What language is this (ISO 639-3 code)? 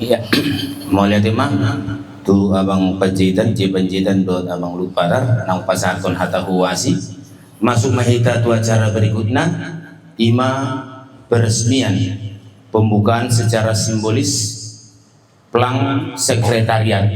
bbc